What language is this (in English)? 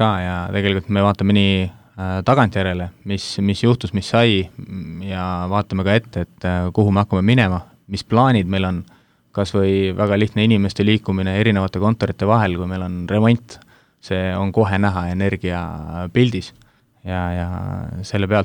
Estonian